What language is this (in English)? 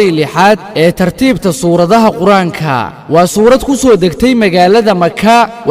Somali